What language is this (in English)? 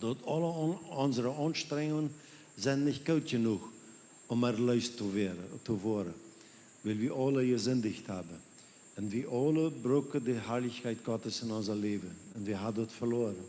Plautdietsch